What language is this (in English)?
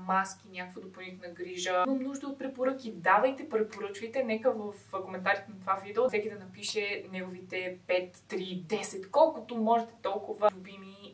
Bulgarian